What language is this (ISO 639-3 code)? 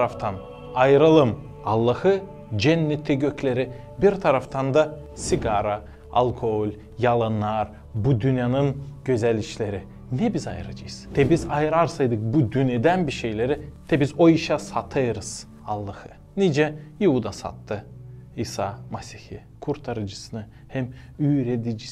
gag